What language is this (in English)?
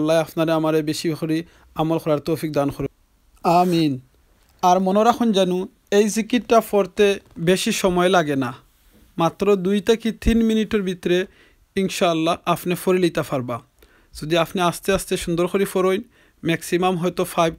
Sylheti